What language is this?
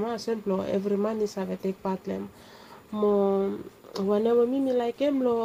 Bislama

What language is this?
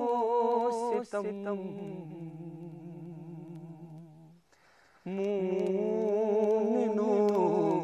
Urdu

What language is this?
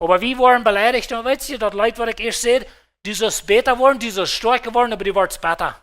Plautdietsch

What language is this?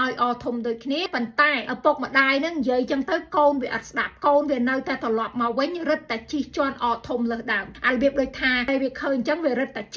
Khmer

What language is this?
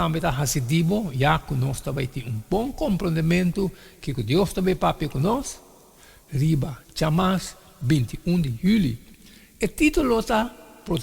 Papiamento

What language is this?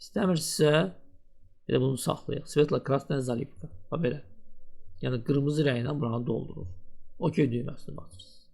Azerbaijani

